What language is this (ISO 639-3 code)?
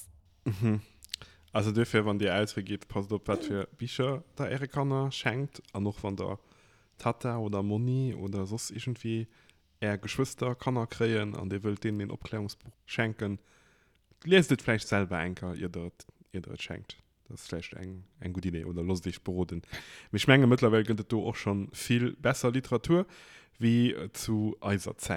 ltz